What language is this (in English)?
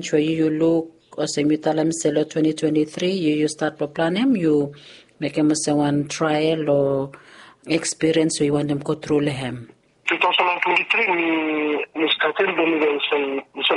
Bislama